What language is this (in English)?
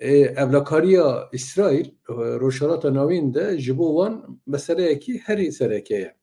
Kurdish